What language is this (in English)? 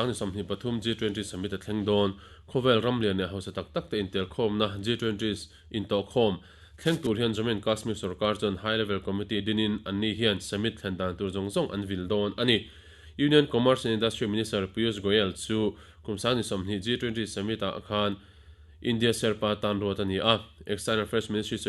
Mizo